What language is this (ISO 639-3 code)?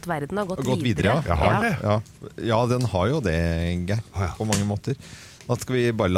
nor